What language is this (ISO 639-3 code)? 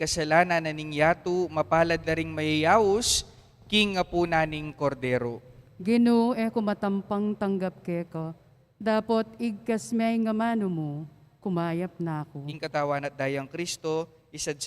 pam